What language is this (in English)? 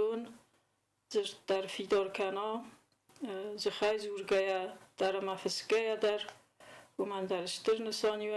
Ossetic